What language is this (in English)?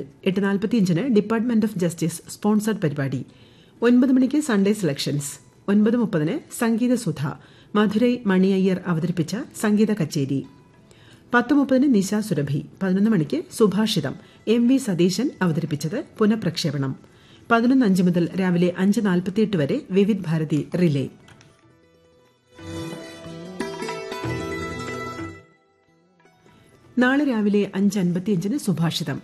Malayalam